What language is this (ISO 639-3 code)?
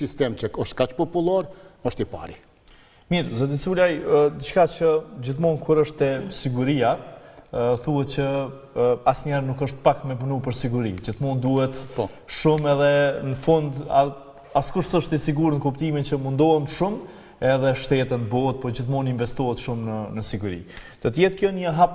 sqi